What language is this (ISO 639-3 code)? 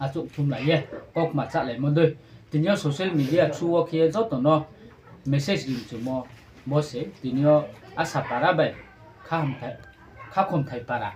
ria